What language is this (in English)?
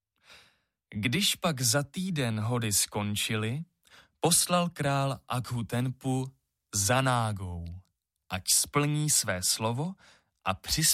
Czech